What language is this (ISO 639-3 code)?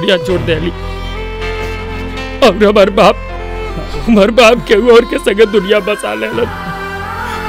bho